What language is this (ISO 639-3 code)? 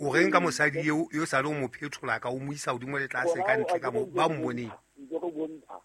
sot